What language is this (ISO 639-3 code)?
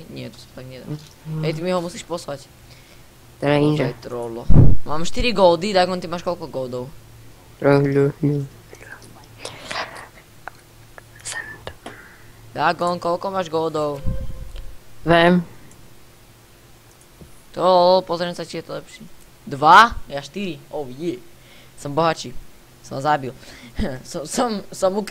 slk